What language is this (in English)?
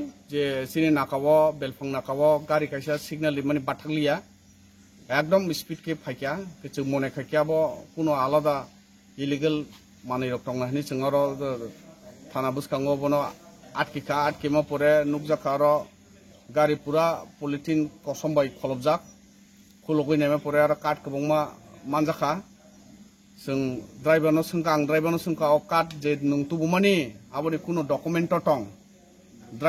Kok Borok